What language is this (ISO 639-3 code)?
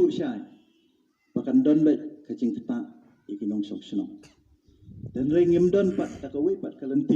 kha